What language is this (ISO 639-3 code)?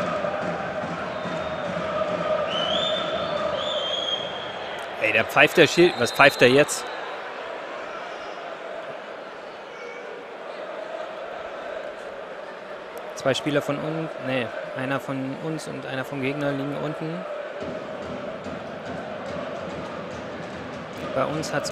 deu